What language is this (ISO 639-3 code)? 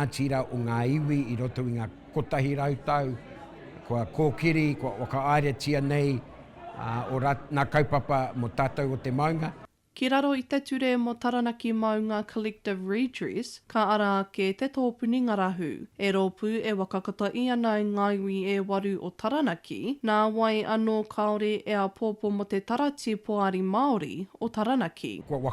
mri